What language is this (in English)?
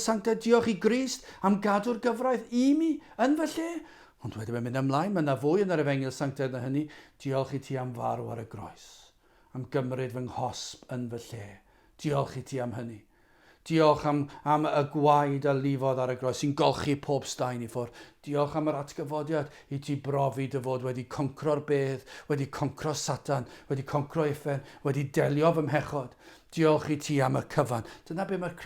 Welsh